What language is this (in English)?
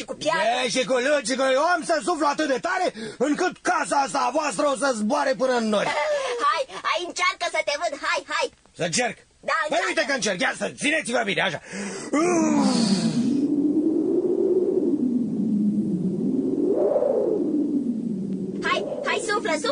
Romanian